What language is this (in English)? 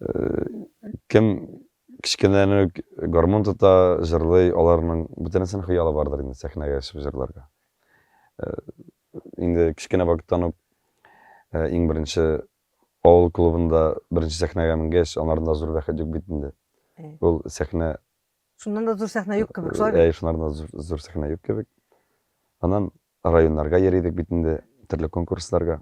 Tatar